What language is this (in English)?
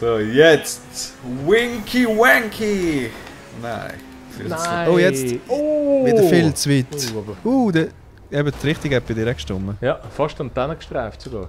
Swiss German